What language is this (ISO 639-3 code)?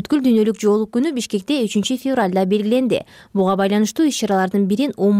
kir